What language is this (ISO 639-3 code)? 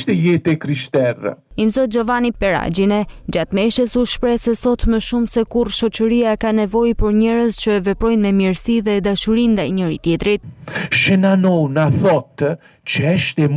sqi